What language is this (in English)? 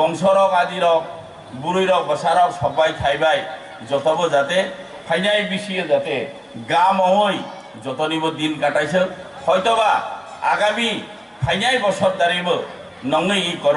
Kok Borok